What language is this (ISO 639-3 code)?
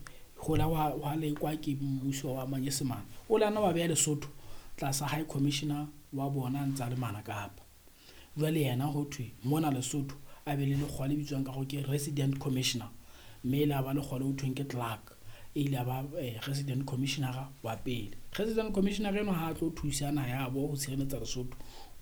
sot